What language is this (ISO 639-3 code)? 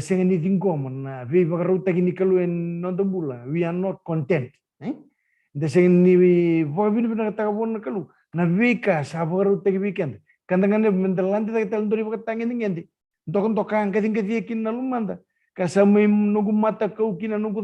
fij